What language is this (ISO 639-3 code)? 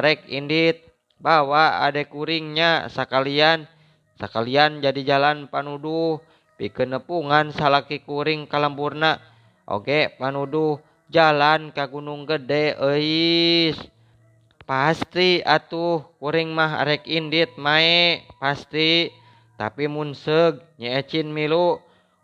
sun